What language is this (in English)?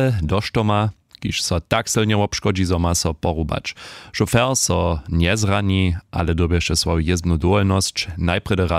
Upper Sorbian